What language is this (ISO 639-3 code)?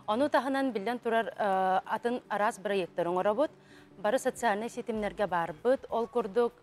sah